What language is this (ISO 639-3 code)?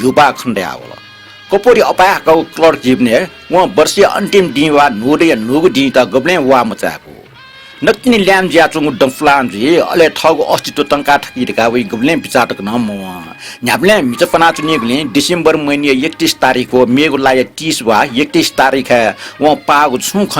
new